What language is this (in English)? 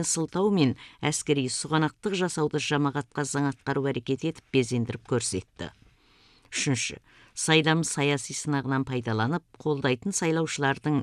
Kazakh